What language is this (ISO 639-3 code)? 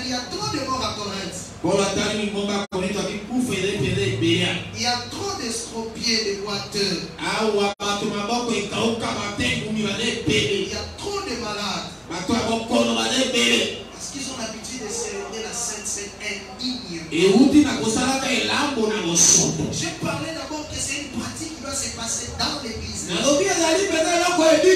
fra